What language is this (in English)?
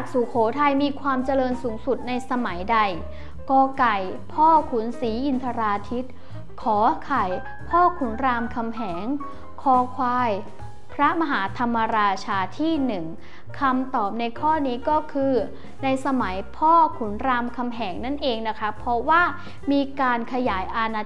Thai